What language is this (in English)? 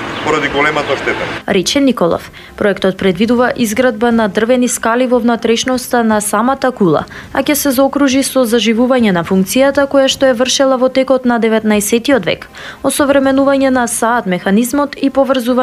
Macedonian